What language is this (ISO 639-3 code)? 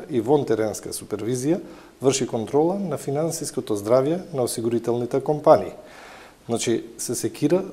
mkd